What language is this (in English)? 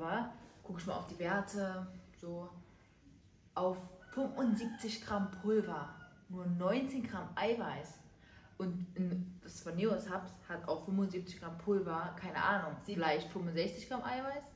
German